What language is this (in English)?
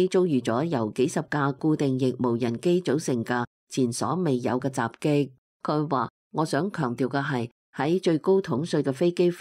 Cantonese